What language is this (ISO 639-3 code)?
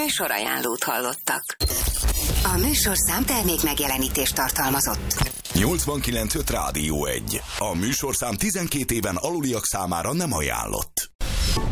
hun